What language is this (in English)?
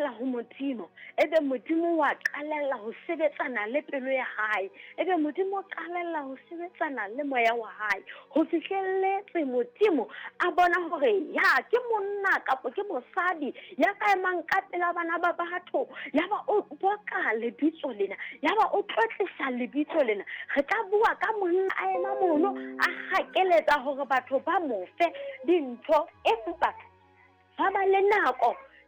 Southern Sotho